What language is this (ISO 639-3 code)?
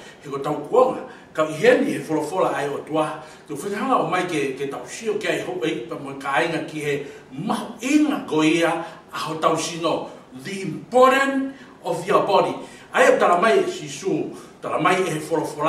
ton